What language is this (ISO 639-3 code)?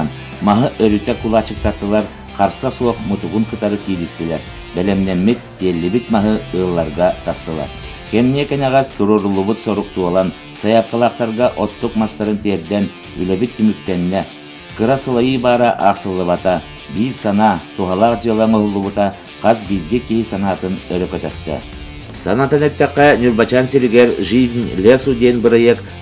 sah